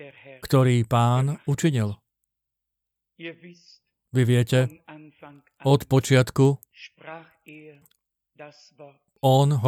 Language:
Slovak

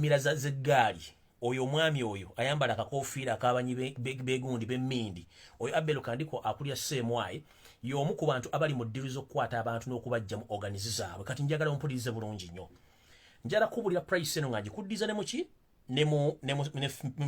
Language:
Ganda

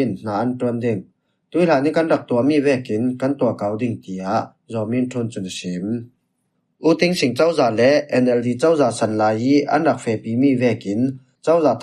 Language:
Falam Chin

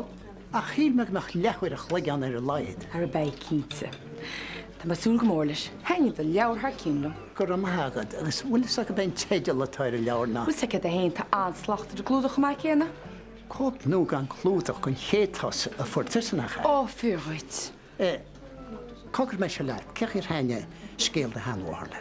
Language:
Irish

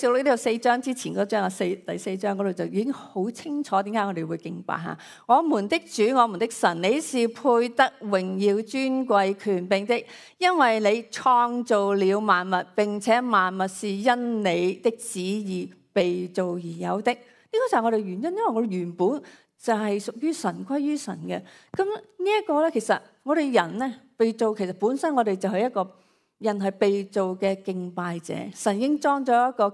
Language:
Cantonese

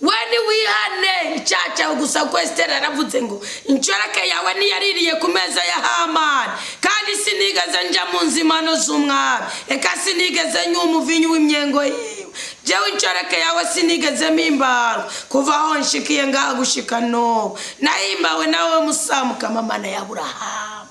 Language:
Rundi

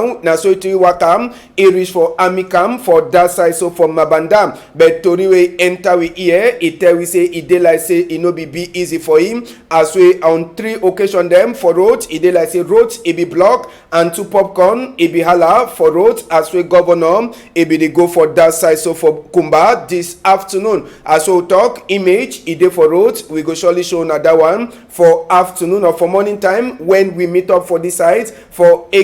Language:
Cameroon Pidgin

